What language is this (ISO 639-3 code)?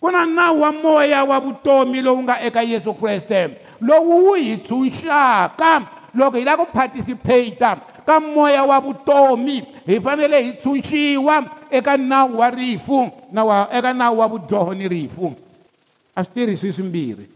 tso